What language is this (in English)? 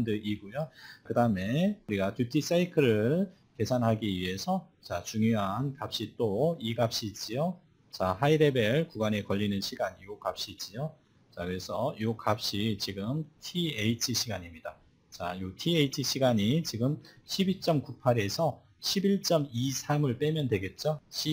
Korean